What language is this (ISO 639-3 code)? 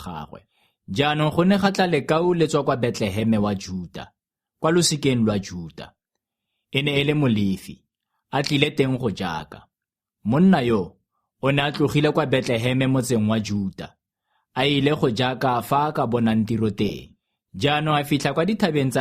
tsn